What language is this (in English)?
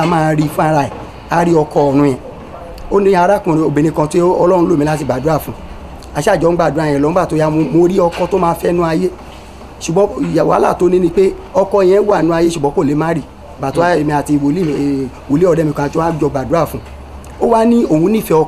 Yoruba